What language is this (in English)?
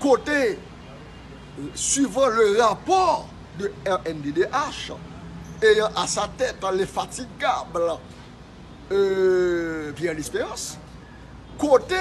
Haitian Creole